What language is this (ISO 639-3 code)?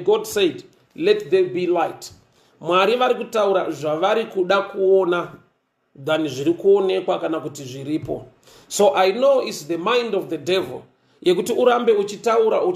sna